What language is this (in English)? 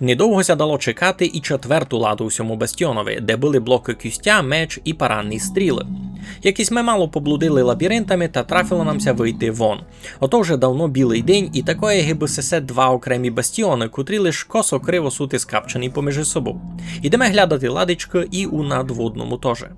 Rusyn